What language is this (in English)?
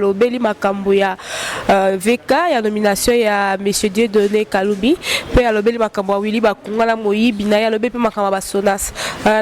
Lingala